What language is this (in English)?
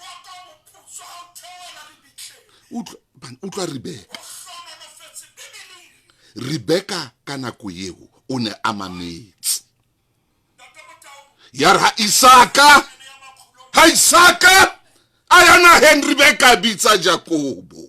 Southern Sotho